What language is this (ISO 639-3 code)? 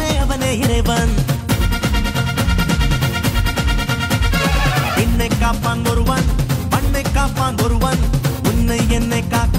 tam